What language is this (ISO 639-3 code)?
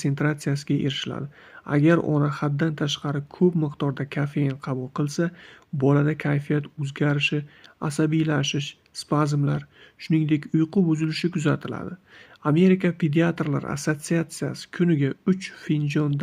uzb